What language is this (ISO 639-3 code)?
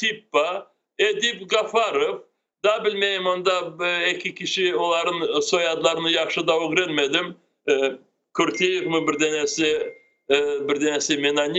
crh